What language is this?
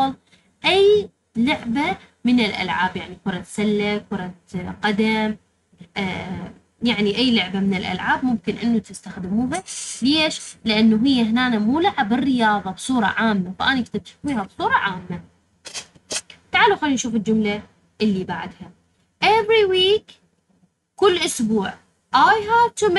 Mesopotamian Arabic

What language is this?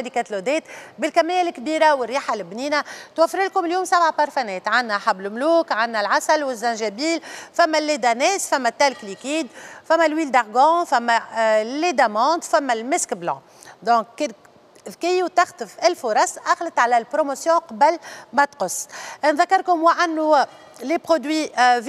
Tunisian Arabic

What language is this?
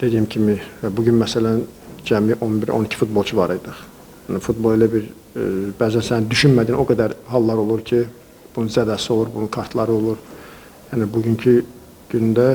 Azerbaijani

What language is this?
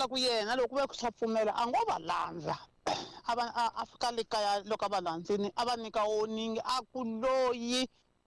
Tsonga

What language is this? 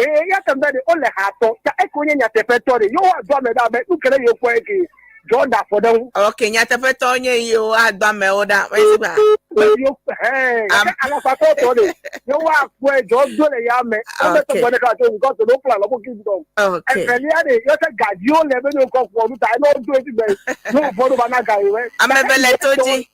Ewe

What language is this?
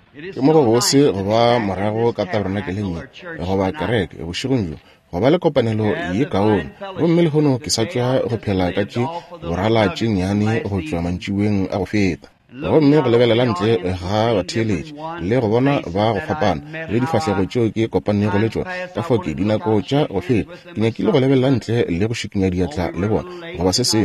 Northern Sotho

